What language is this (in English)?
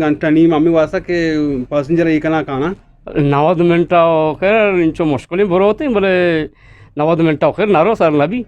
Eastern Balochi